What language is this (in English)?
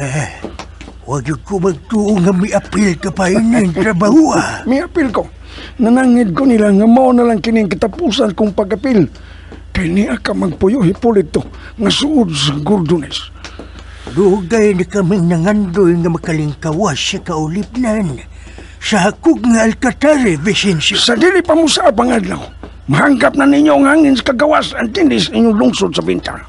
Cebuano